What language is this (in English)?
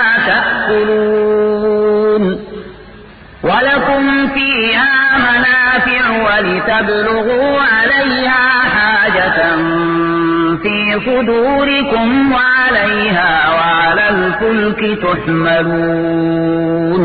Arabic